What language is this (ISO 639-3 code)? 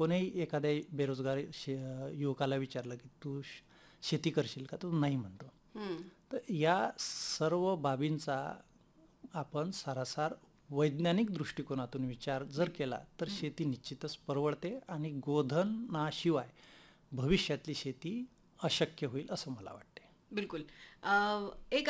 mar